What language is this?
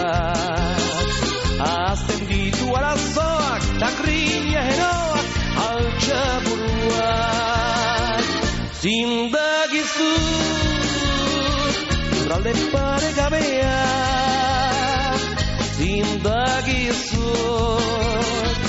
Basque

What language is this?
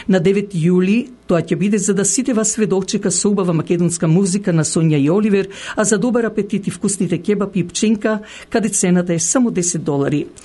Macedonian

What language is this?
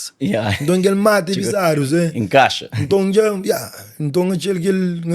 Kabuverdianu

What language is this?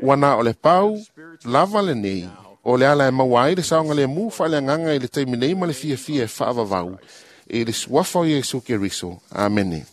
Samoan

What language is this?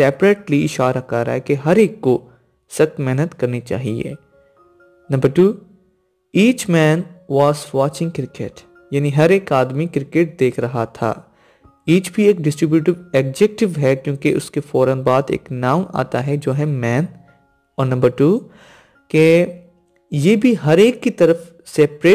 Hindi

